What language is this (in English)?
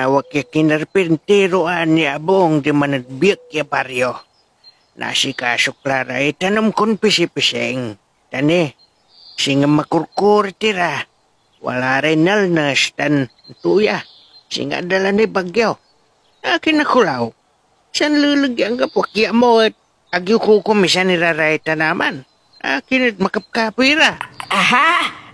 Pangasinan